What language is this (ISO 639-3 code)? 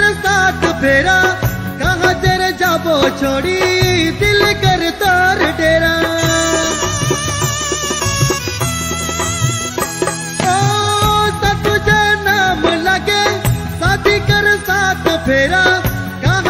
sck